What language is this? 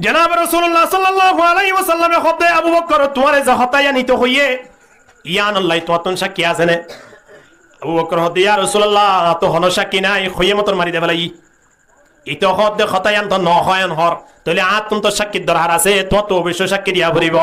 Rohingya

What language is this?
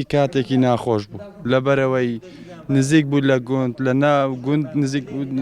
Central Kurdish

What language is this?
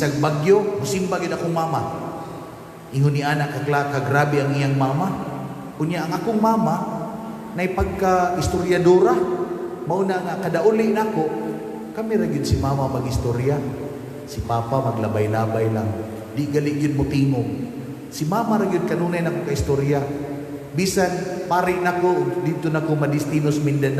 Cebuano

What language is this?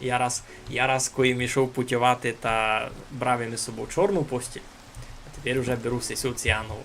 Rusyn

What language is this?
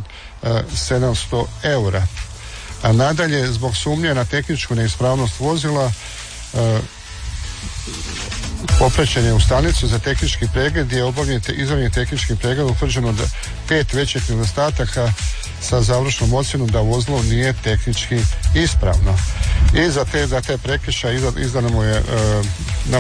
Croatian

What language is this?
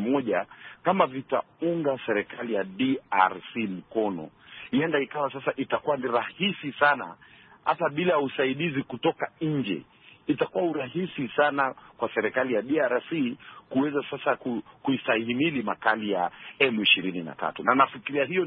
Swahili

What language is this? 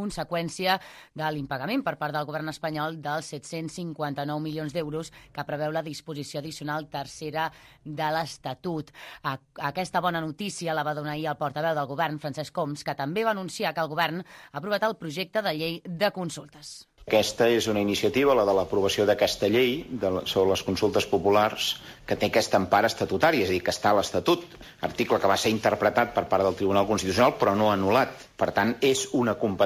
Catalan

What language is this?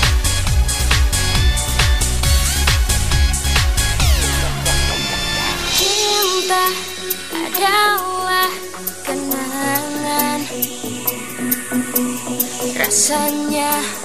Indonesian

